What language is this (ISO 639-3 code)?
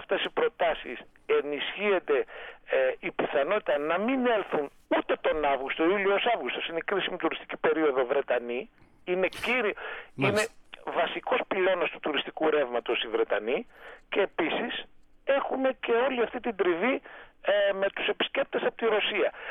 ell